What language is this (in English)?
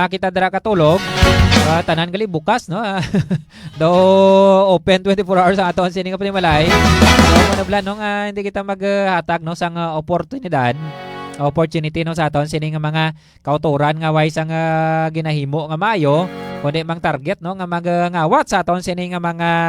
Hiligaynon